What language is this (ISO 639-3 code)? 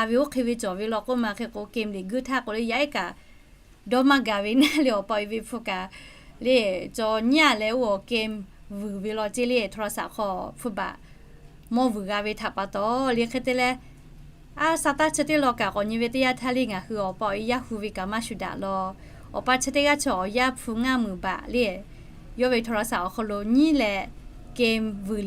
lhu